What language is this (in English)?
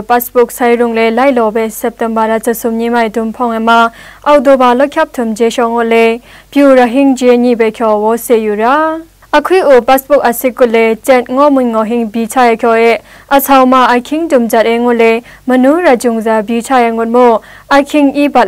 Zaiwa